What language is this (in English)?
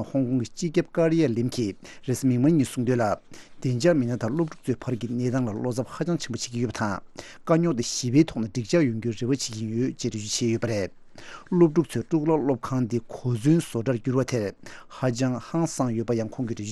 Tibetan